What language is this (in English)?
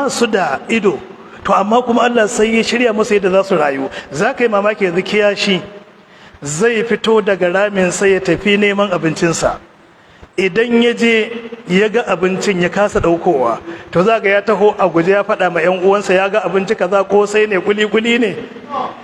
Hausa